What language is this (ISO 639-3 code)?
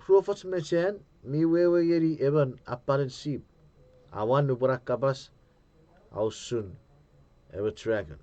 chk